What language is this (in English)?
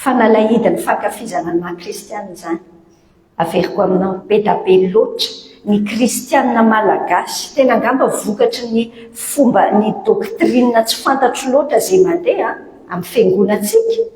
Malagasy